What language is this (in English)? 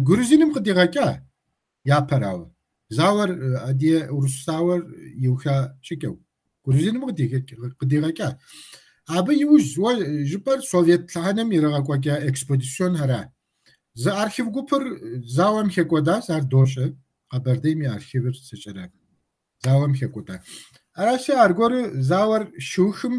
Kabardian